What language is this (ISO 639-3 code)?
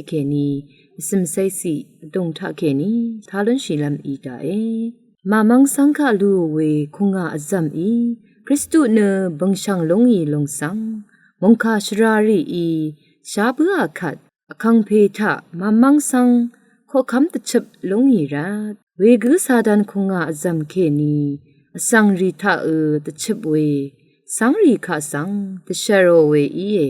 raw